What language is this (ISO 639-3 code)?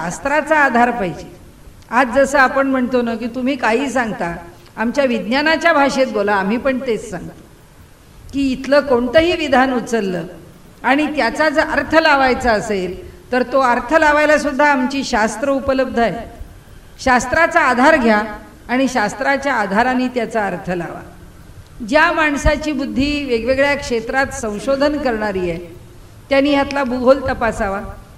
mar